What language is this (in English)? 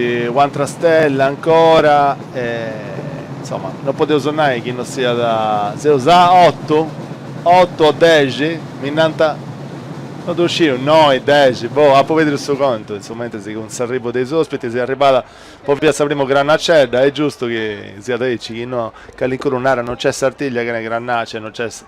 Sardinian